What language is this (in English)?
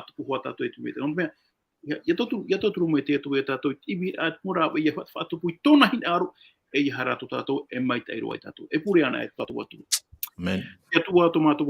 Tahitian